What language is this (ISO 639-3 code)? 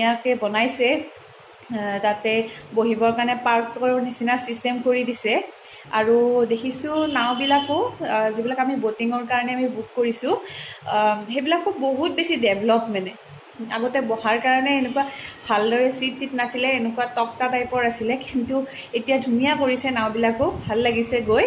asm